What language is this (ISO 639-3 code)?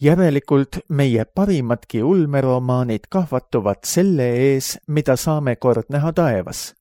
est